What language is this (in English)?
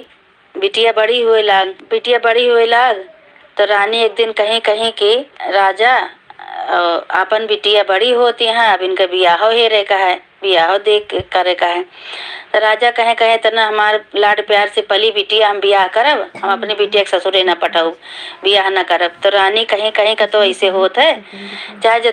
Awadhi